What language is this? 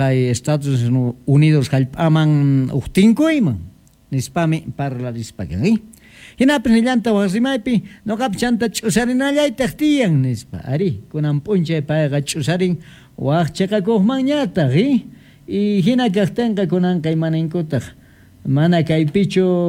Quechua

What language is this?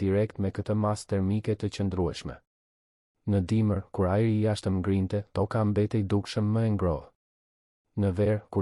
Albanian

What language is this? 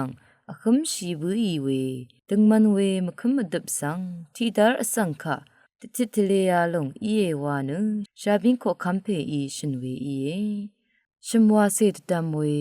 Rawang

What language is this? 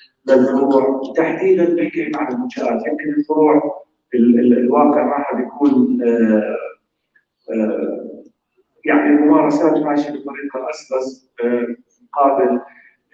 North Levantine Arabic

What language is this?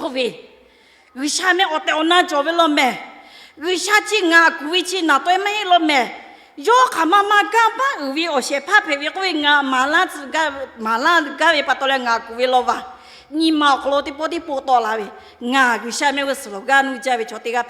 Lahu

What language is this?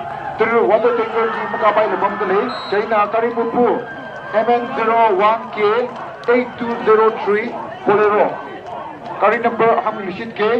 Tangkhul Naga (India)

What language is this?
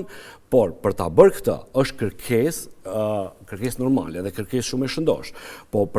Albanian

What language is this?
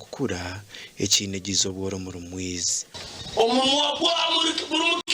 Nyankole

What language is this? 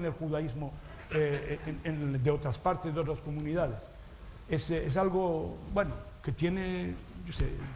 Ladino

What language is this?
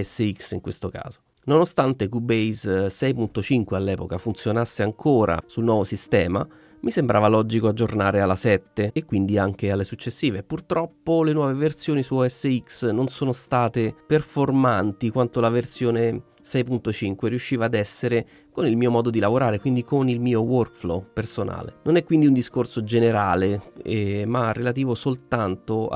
Italian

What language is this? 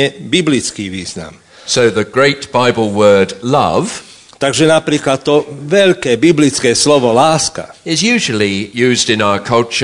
Slovak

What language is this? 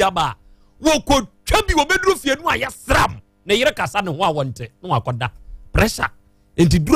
Akan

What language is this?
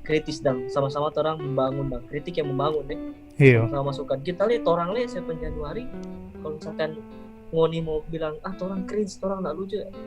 Manado Malay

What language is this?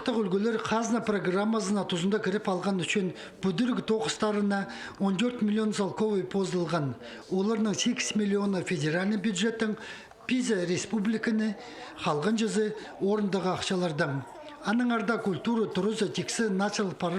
Khakas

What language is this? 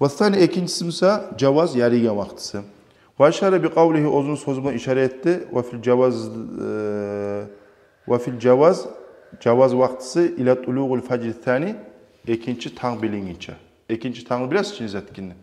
Kumyk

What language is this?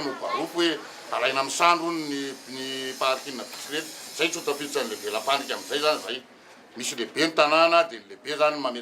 Malagasy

